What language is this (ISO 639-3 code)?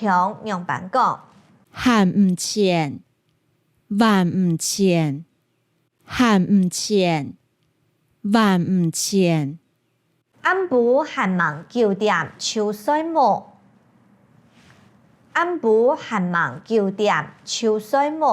hak